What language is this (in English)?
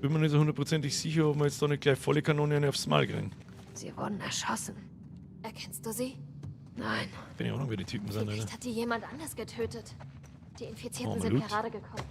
Bavarian